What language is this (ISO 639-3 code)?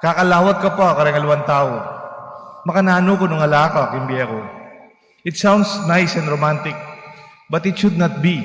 pam